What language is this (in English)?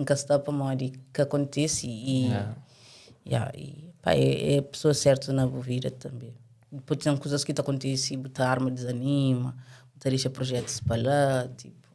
Kabuverdianu